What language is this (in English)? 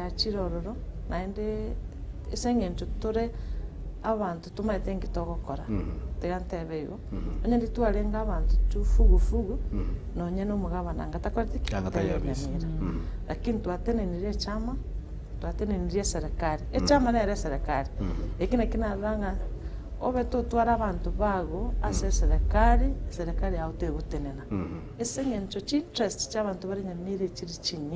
Gusii